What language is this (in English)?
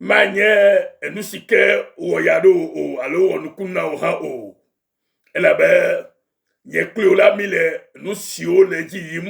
Ewe